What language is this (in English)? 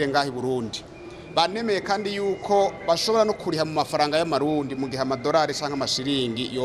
Rundi